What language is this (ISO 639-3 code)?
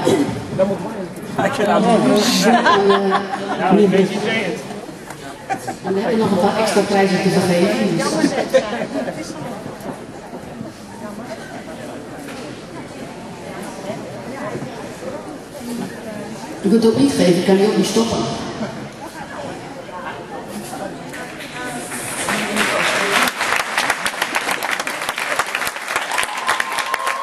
nld